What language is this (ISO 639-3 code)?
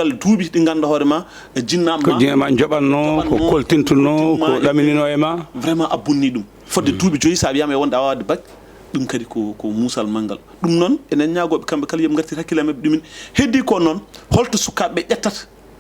ful